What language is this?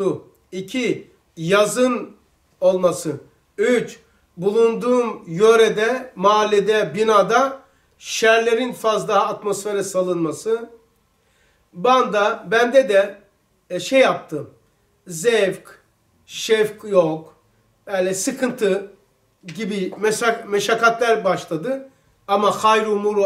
Turkish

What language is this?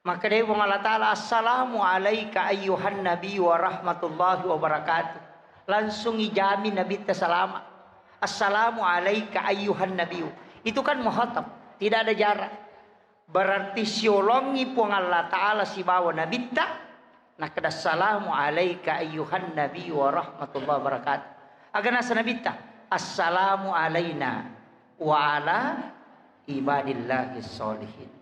Buginese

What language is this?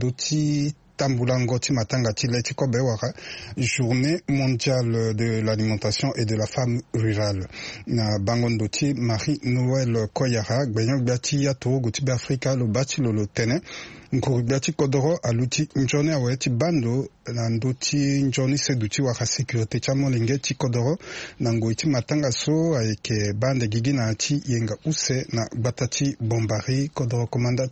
Sango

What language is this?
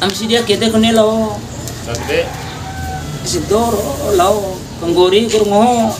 Bima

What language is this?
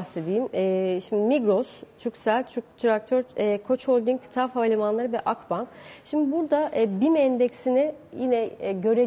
Turkish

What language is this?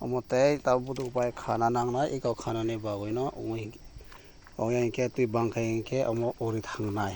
Kok Borok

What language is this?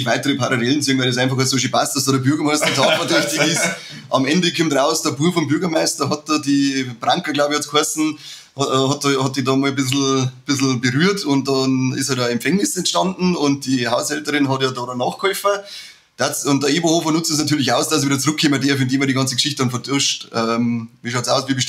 Bavarian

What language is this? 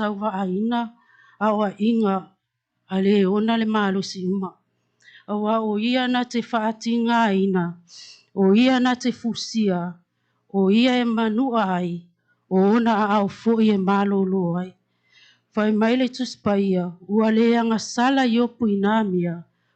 Samoan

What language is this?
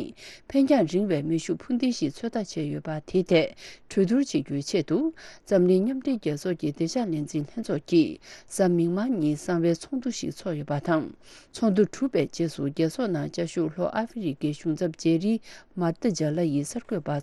Tibetan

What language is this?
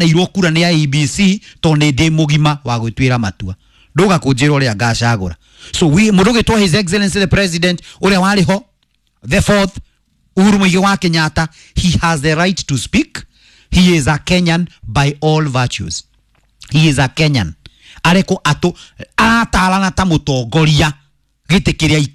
Kikuyu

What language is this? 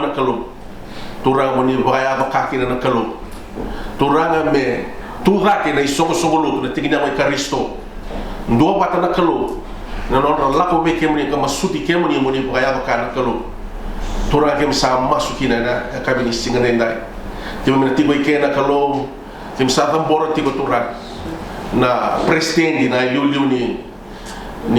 Fijian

